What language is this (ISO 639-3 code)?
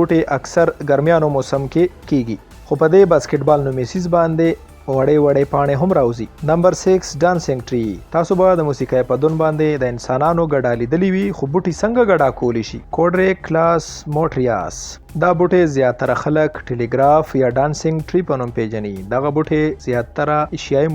pus